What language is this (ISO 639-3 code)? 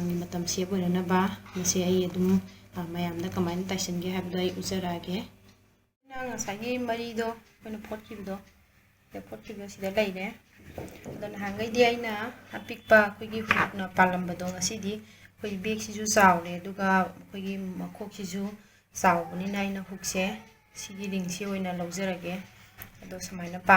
mni